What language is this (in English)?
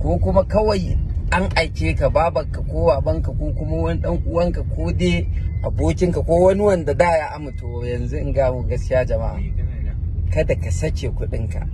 Hausa